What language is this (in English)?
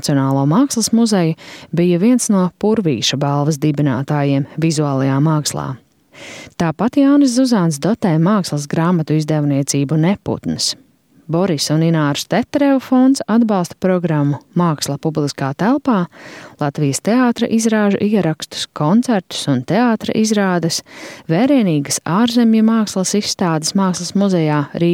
Latvian